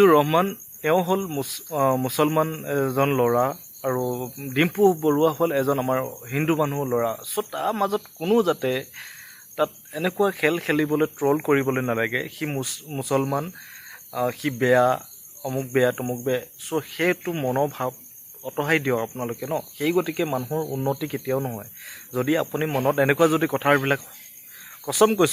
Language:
Assamese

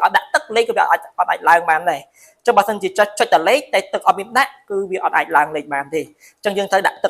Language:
Khmer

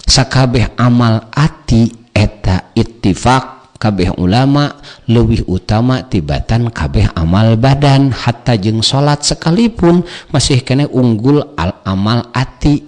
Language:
Sundanese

